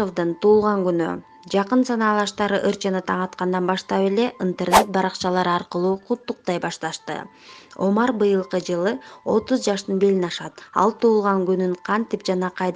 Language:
Kyrgyz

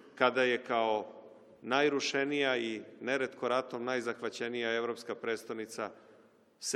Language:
Serbian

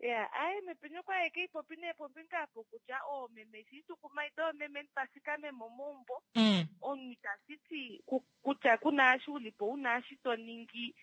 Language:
Kuanyama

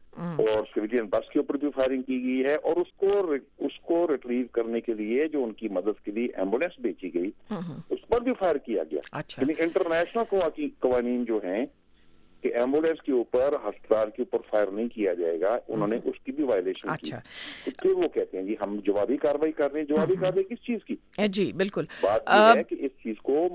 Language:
Urdu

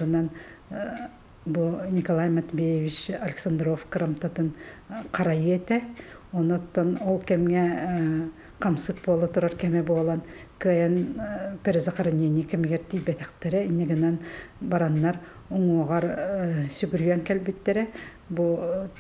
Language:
Yakut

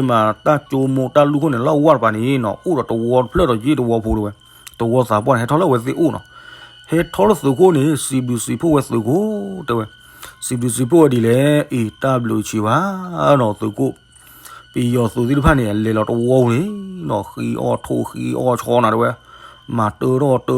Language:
S'gaw Karen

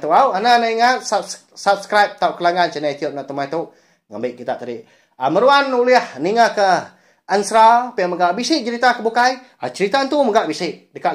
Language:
Iban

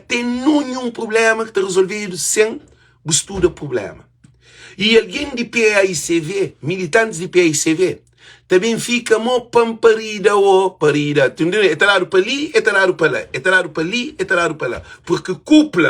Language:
Kabuverdianu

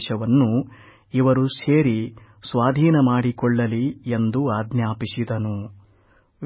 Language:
Kannada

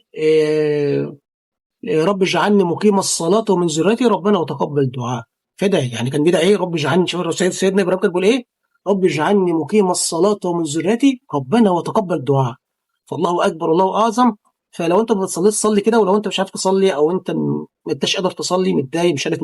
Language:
Egyptian Arabic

